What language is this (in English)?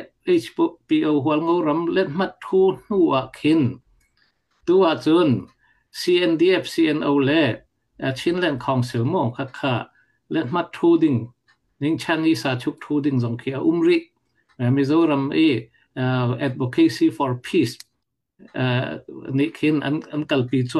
Falam Chin